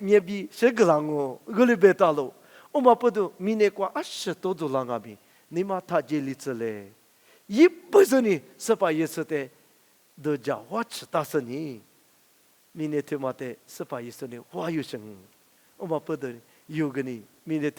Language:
Lisu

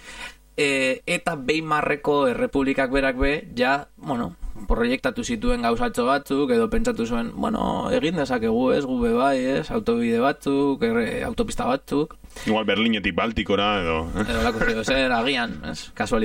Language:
Basque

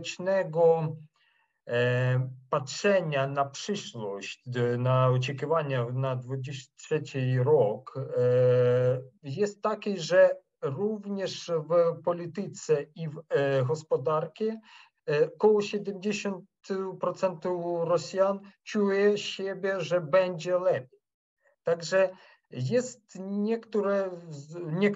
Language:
Polish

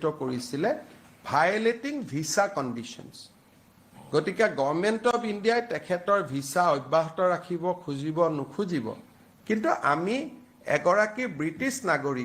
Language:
Assamese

